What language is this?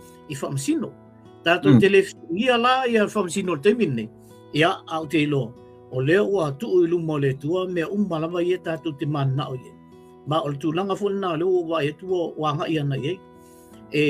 Samoan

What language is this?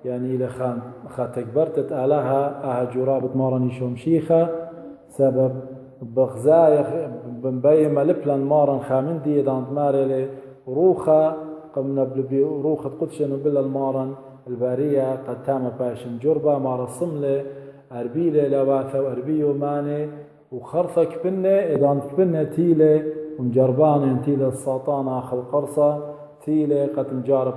Assyrian Neo-Aramaic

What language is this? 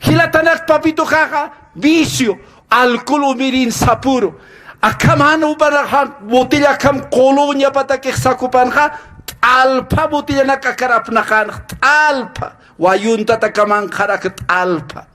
Aymara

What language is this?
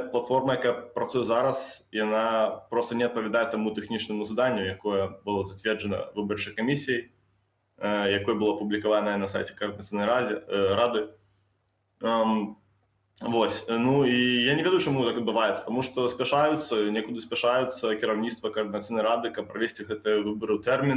Belarusian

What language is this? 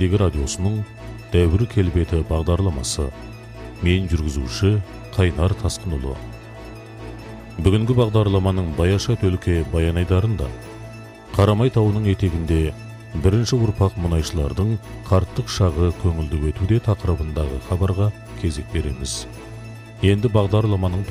Kazakh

